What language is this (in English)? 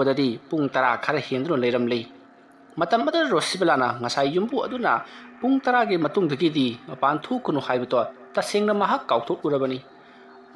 Manipuri